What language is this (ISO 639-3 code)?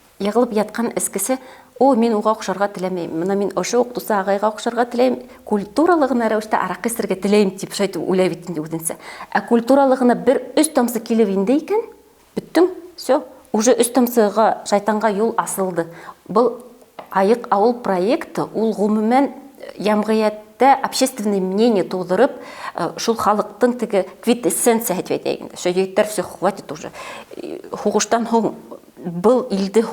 bak